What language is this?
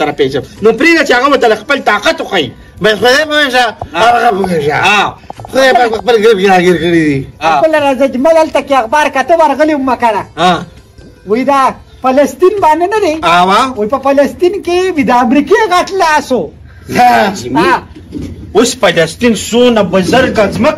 Pashto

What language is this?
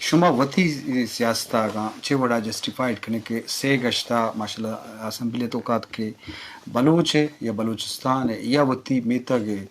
Eastern Balochi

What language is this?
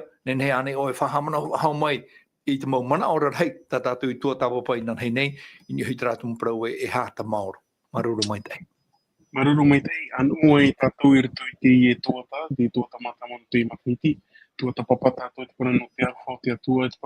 Tahitian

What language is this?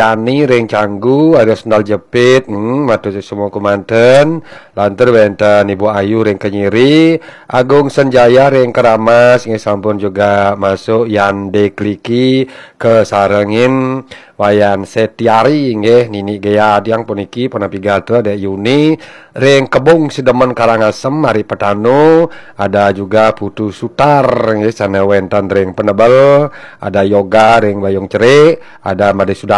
Balinese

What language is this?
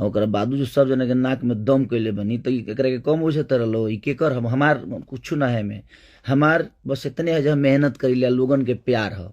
Bhojpuri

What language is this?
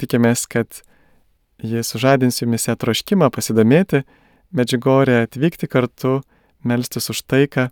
Lithuanian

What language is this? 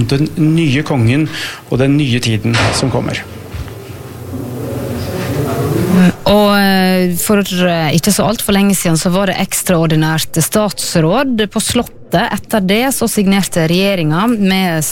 Norwegian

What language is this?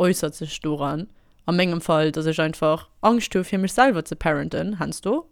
Luxembourgish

